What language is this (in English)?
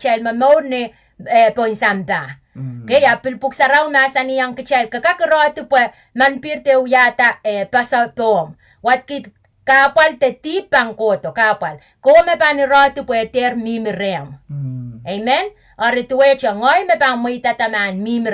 Pohnpeian